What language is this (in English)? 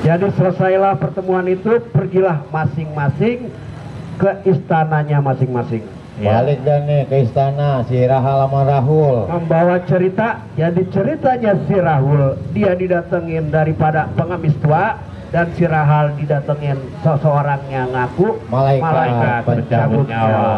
Betawi